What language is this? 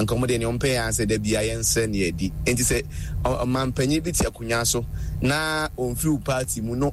Akan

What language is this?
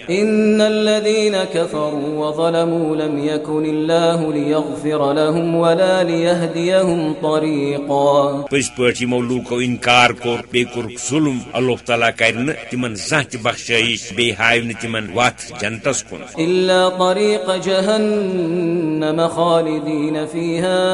Kashmiri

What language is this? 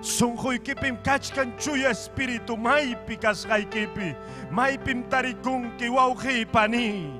Ayacucho Quechua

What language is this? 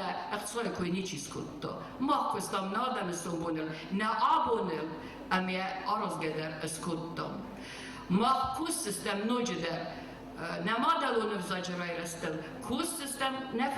Ossetic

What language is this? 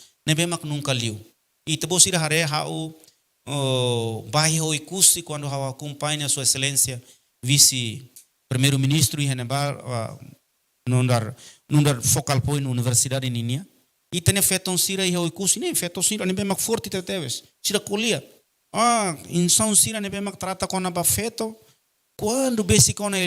Tetum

